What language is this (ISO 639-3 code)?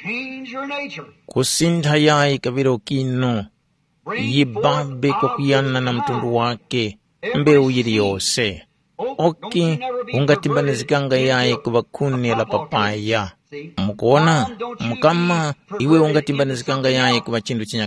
tum